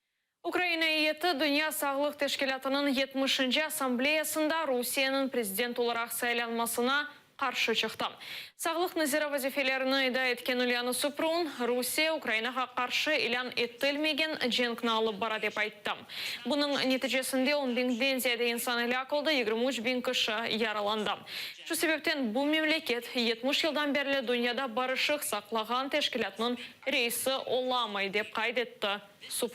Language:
Crimean Tatar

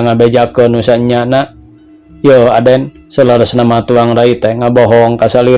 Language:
Sundanese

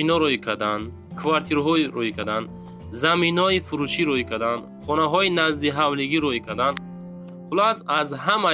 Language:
Tajik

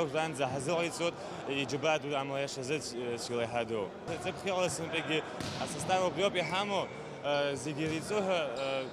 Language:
Abkhazian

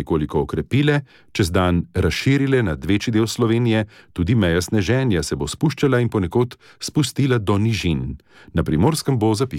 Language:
Slovenian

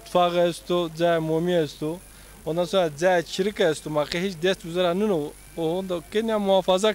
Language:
Zaza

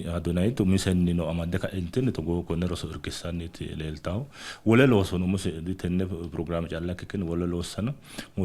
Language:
Sidamo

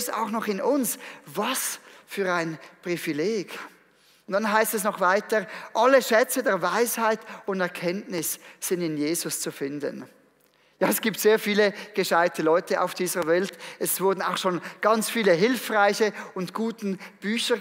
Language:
Swiss German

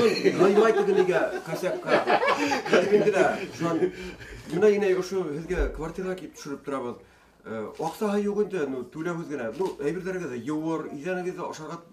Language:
Bashkir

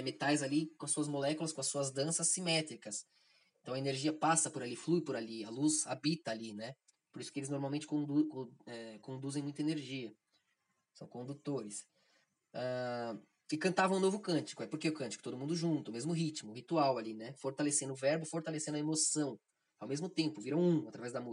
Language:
Portuguese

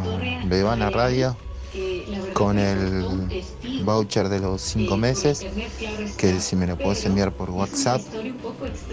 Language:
Spanish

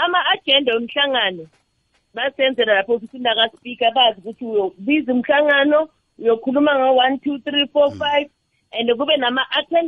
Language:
South Ndebele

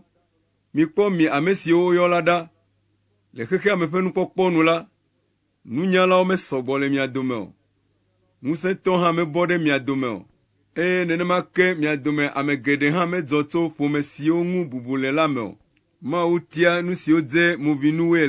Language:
Ewe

